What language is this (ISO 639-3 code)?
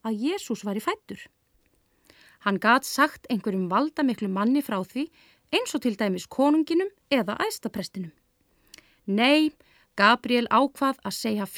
isl